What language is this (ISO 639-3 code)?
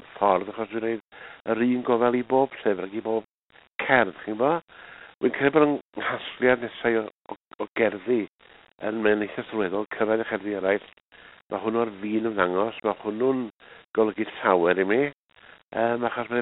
cym